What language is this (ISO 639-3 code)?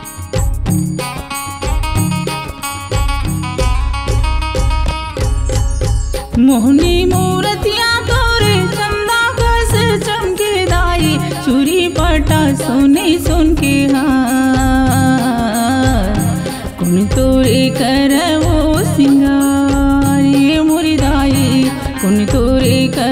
hne